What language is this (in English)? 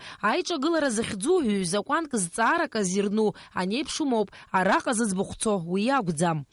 Abkhazian